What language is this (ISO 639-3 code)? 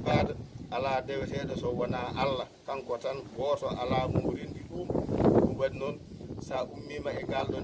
ful